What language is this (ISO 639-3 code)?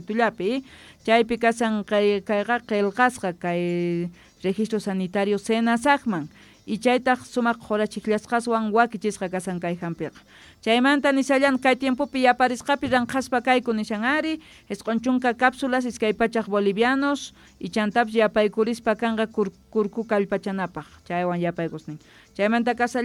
que